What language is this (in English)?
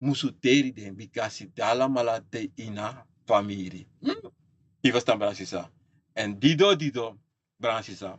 Sranan Tongo